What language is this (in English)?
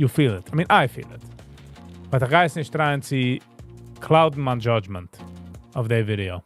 Yiddish